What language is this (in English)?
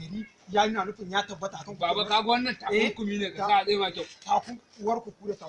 Hausa